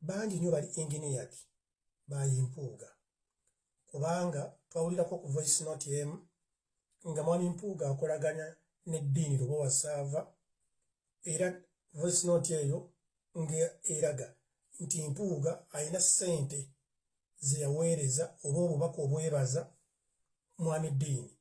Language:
Ganda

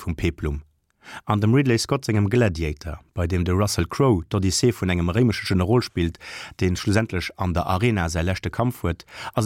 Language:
Luxembourgish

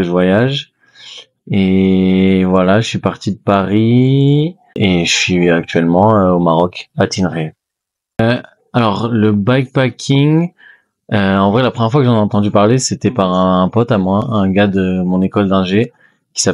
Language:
French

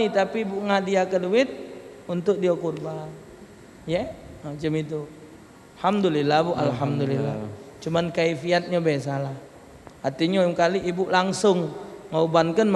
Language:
Musi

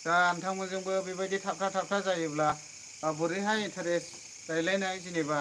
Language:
Bodo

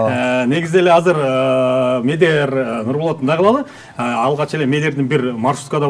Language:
Kyrgyz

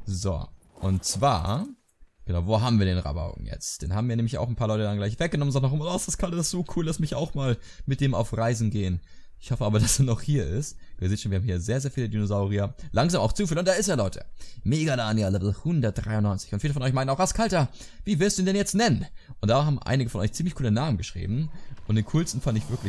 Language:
German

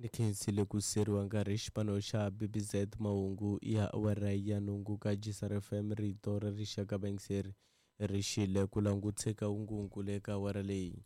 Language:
Tsonga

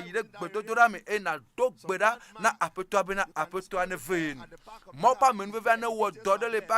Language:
Ewe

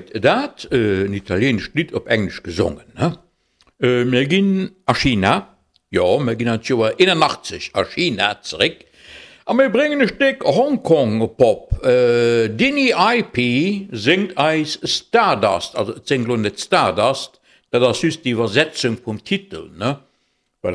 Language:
Luxembourgish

